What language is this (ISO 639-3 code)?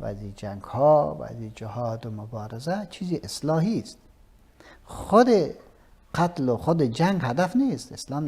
fas